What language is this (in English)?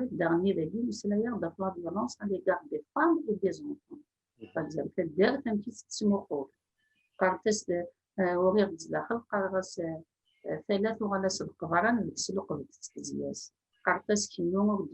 Kabyle